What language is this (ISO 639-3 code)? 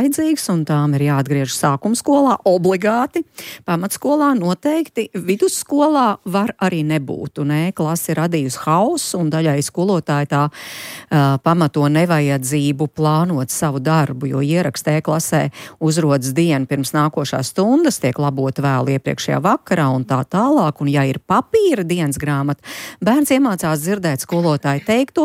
lav